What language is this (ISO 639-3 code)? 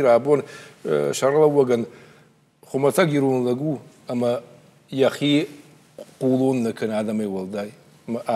oss